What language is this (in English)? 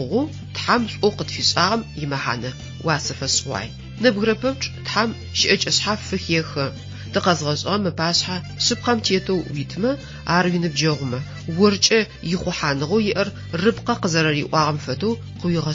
Adyghe